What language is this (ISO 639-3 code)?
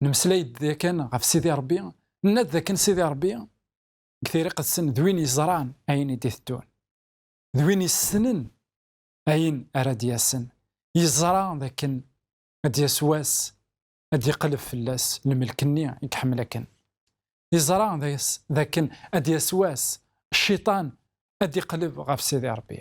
kab